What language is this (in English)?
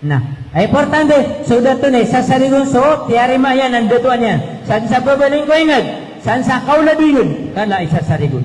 Maranao